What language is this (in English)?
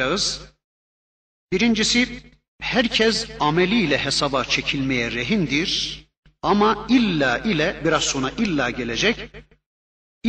Turkish